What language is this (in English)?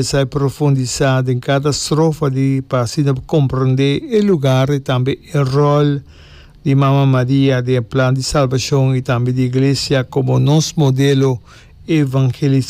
Papiamento